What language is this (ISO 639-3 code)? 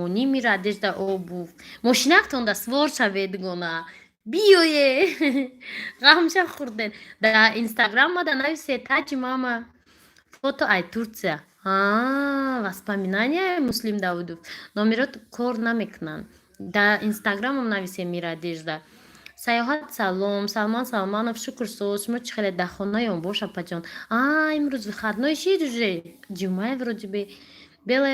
tgk